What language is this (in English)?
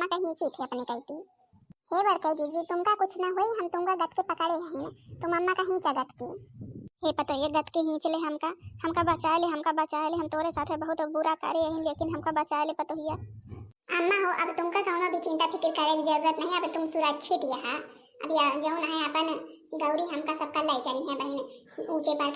Awadhi